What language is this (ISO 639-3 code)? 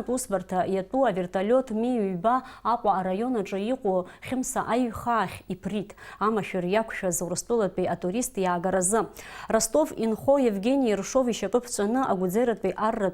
abk